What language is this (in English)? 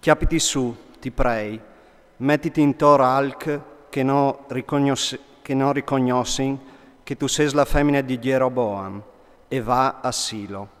Friulian